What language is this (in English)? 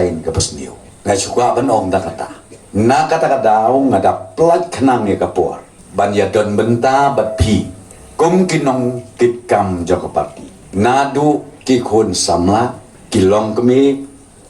Khasi